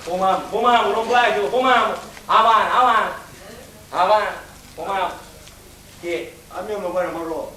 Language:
Sicilian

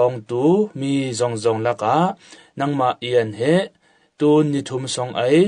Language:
Falam Chin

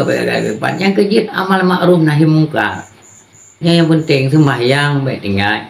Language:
Achinese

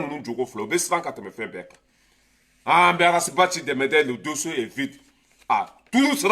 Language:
Bambara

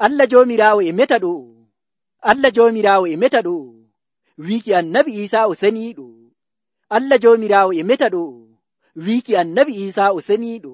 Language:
Nigerian Fulfulde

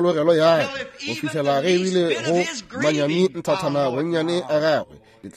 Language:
Northern Sotho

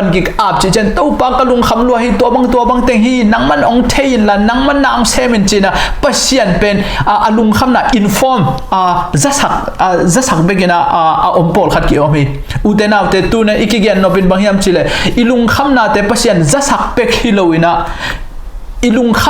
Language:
Tedim Chin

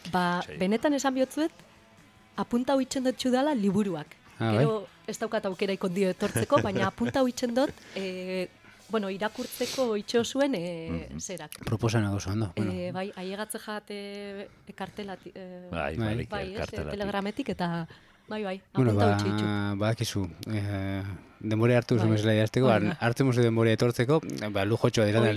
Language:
Basque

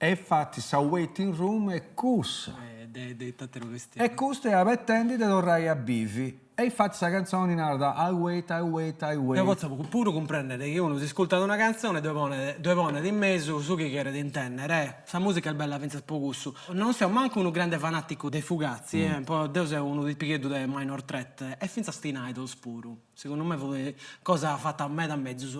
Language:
Sardinian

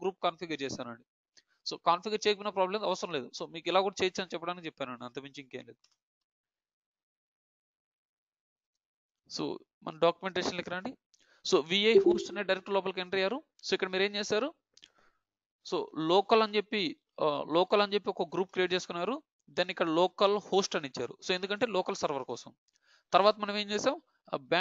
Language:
Telugu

